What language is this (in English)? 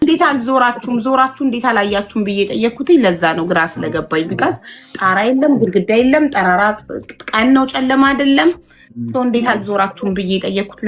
Amharic